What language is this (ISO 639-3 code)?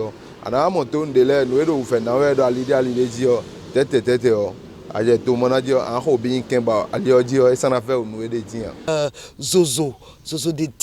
fon